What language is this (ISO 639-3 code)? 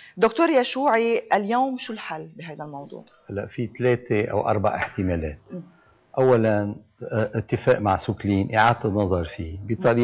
apc